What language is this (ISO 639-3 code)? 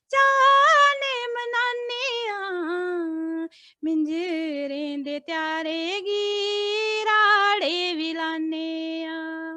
doi